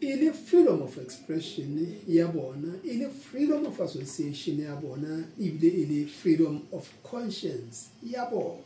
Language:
Southern Sotho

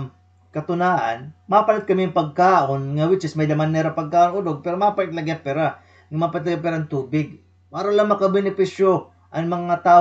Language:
Waray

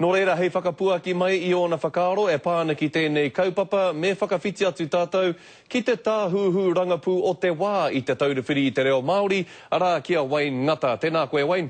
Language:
Māori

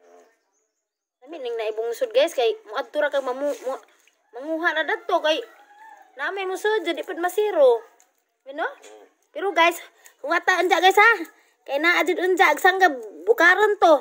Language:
Cebuano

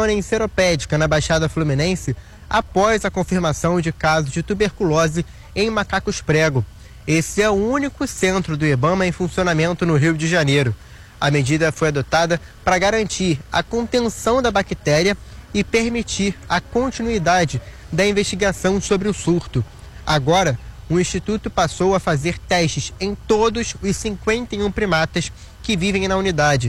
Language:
Portuguese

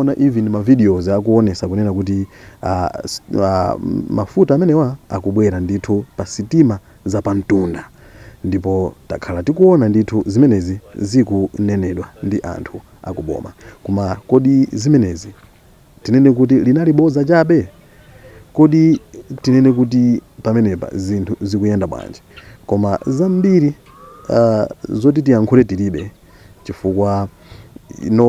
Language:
Nyanja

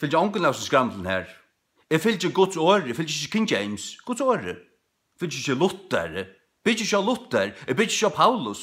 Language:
Faroese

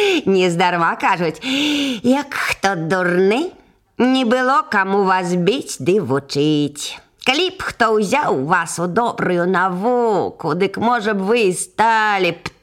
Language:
Belarusian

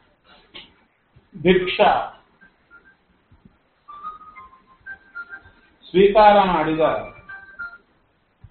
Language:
Kannada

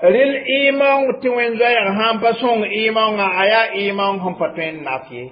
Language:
Mossi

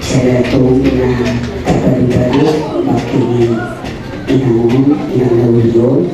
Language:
Batak Toba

